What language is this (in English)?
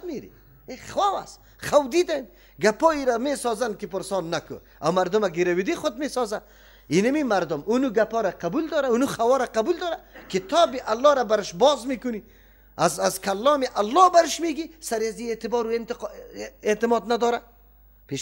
Persian